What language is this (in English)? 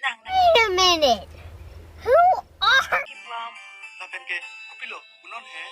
Karbi